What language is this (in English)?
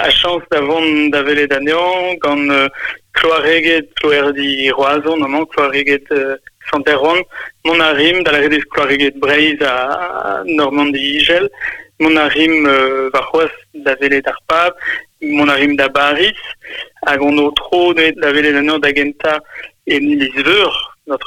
Breton